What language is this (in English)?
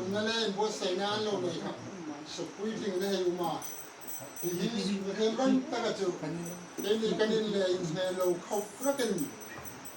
Hmar